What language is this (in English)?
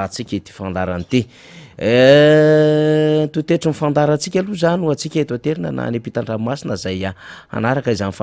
Malagasy